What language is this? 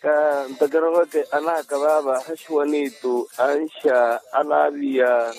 Makhuwa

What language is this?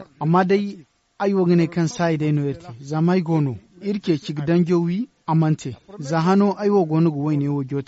Zarma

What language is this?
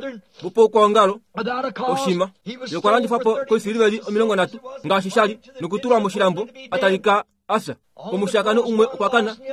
Kuanyama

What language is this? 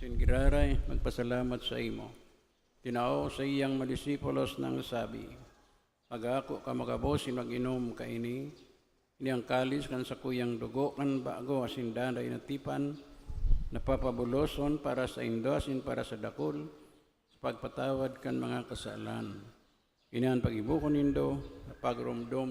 Bikol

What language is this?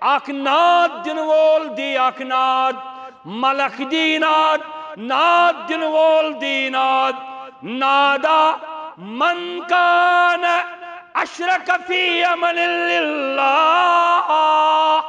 Kashmiri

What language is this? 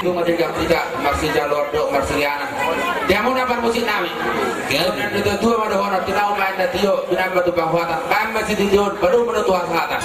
Batak Toba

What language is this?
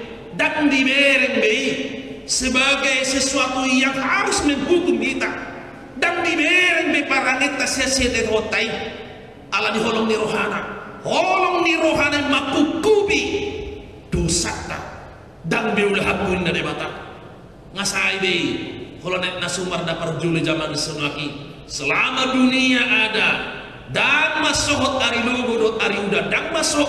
Batak Toba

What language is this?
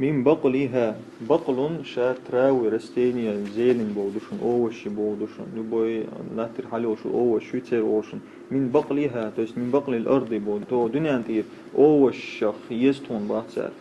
Chechen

